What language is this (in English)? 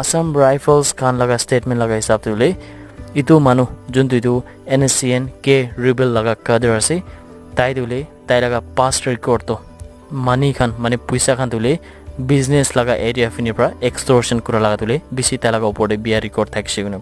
Naga Pidgin